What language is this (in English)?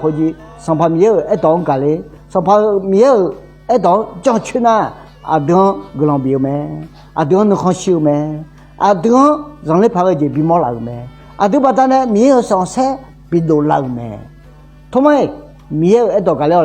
Akha